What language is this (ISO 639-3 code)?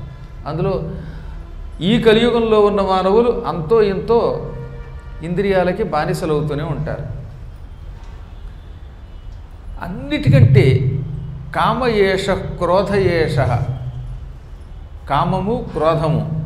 tel